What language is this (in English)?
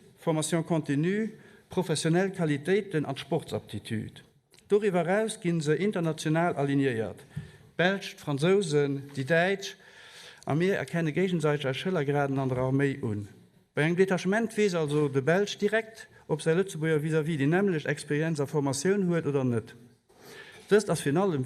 Luxembourgish